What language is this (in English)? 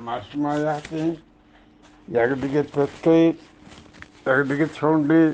Eastern Balochi